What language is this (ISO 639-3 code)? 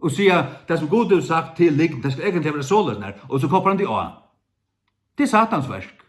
fao